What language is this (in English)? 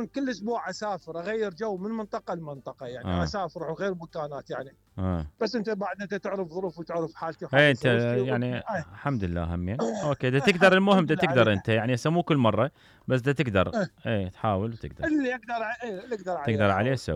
Mesopotamian Arabic